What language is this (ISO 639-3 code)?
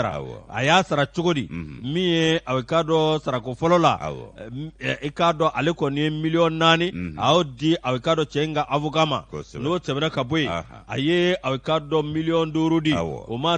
bam